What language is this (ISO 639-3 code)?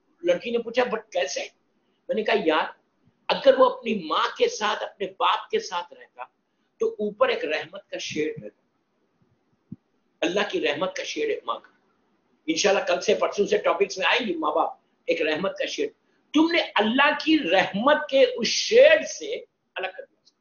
urd